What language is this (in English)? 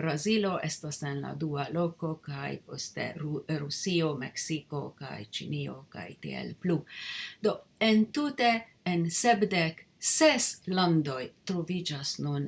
Esperanto